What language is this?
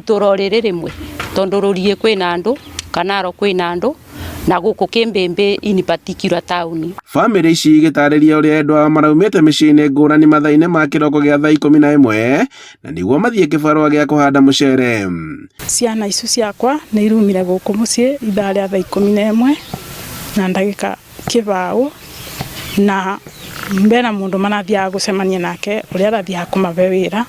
Kikuyu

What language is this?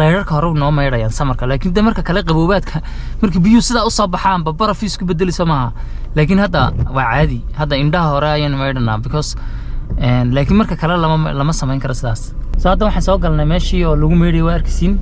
Somali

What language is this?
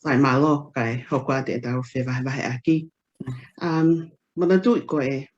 Tongan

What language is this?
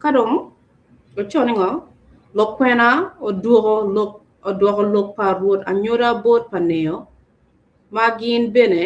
Acoli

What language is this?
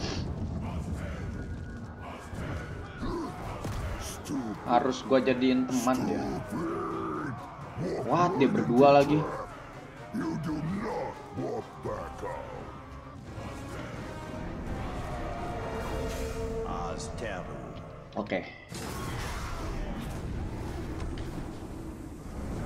Indonesian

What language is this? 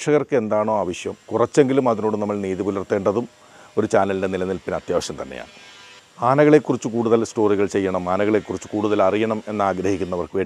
Malayalam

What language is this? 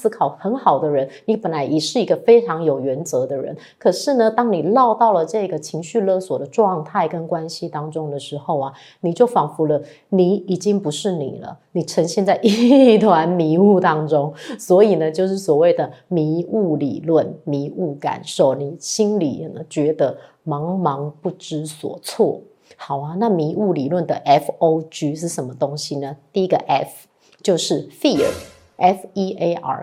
Chinese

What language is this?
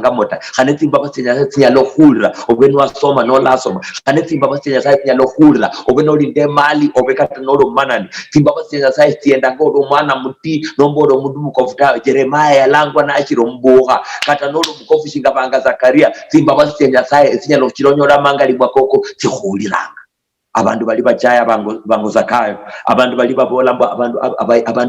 Luyia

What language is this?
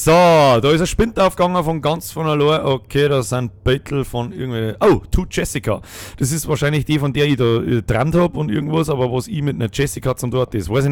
Bavarian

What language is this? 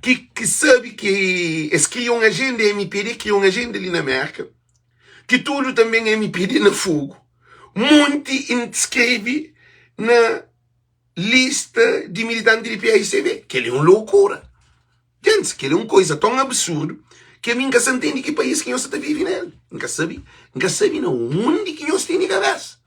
Kabuverdianu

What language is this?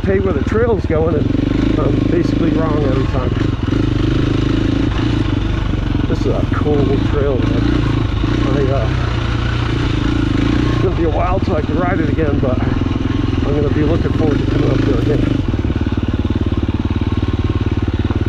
English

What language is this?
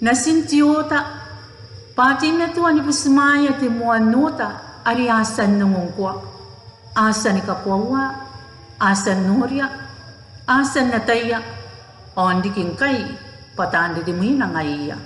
Gilbertese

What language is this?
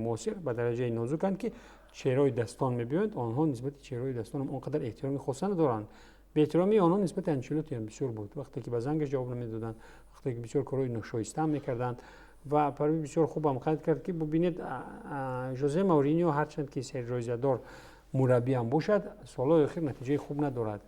Tajik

